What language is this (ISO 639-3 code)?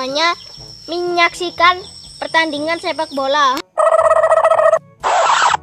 ind